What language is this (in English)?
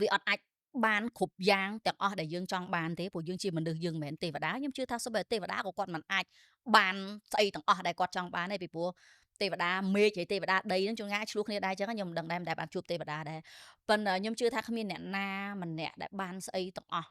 Khmer